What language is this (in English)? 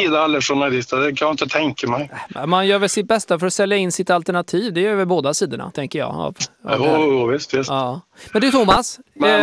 Swedish